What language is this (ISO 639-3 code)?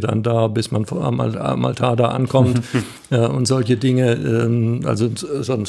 deu